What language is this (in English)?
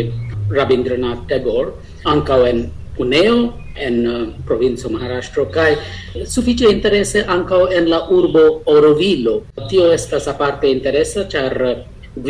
Esperanto